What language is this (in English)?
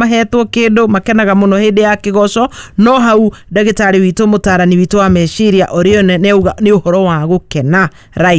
Kikuyu